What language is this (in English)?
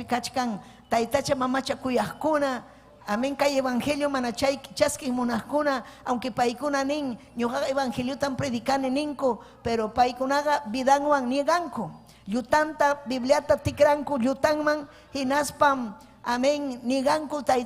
Ayacucho Quechua